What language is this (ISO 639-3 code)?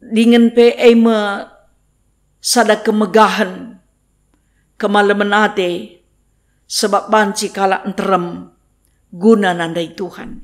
btx